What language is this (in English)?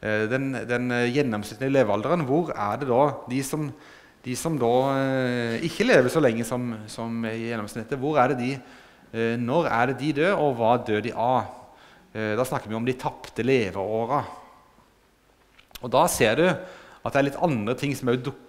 Norwegian